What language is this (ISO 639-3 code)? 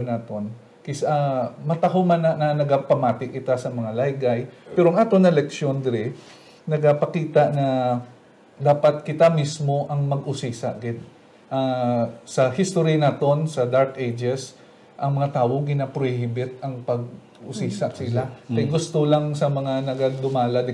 hil